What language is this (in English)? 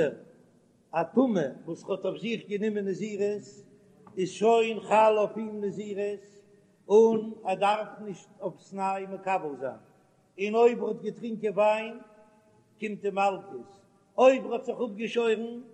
Yiddish